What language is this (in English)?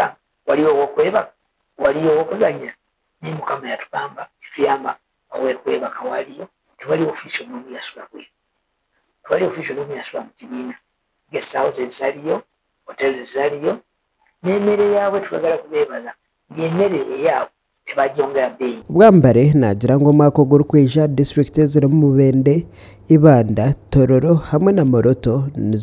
Nyankole